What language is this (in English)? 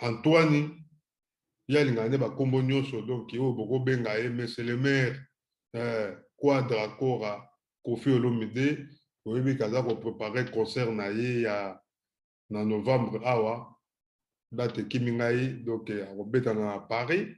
Lingala